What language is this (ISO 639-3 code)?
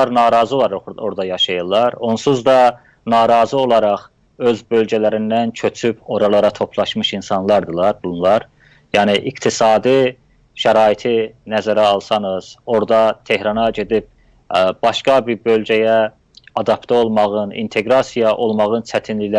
azb